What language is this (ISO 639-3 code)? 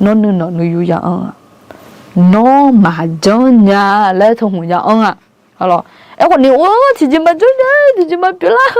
ahk